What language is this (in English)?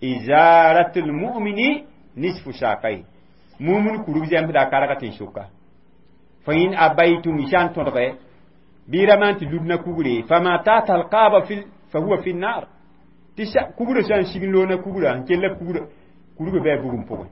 Mossi